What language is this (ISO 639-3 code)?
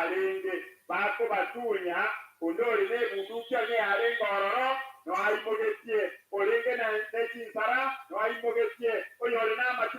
guz